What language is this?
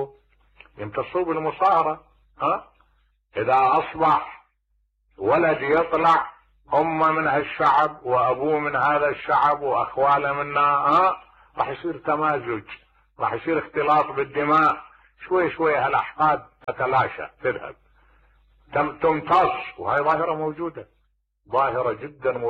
Mesopotamian Arabic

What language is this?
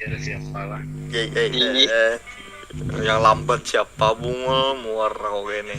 Banjar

